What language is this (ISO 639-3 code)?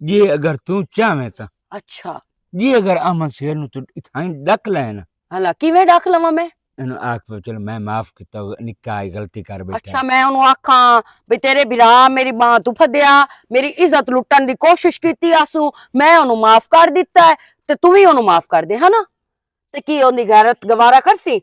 lah